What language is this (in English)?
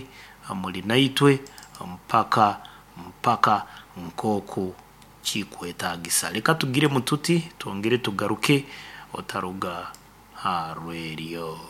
Nyoro